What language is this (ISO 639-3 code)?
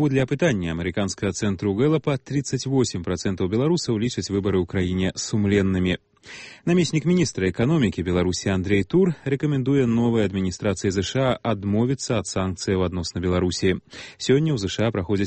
bel